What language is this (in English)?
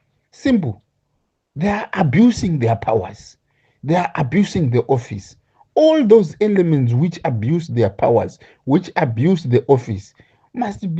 Shona